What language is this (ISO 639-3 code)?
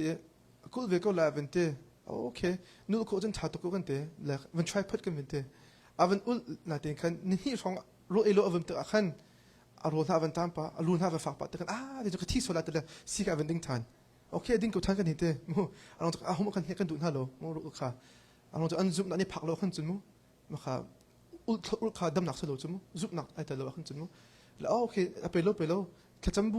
cnh